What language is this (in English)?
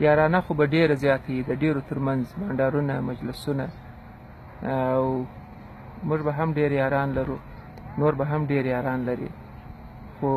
Pashto